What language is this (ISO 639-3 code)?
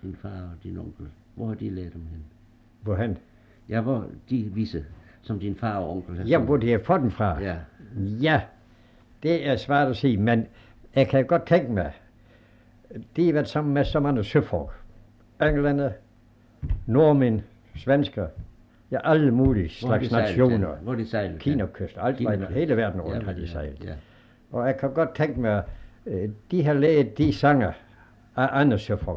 dan